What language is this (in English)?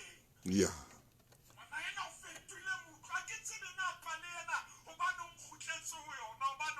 Southern Sotho